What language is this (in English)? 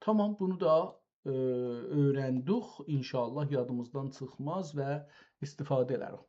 South Azerbaijani